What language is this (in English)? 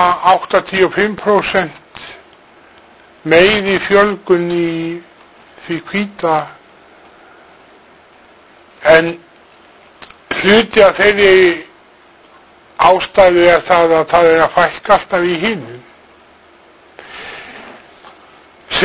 Icelandic